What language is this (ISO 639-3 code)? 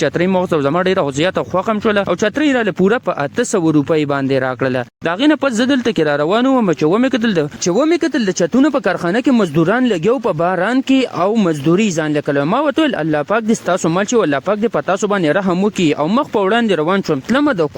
pus